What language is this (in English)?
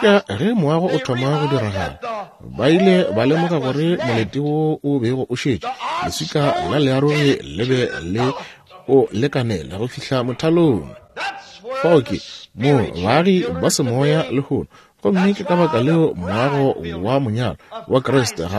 Northern Sotho